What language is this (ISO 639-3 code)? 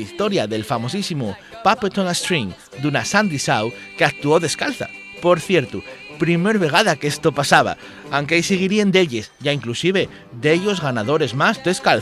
ast